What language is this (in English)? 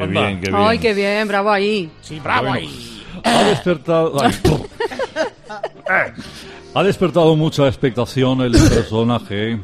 Spanish